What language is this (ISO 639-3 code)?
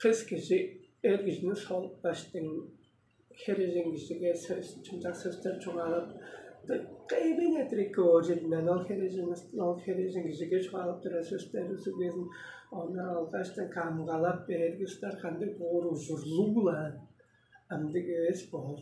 tyv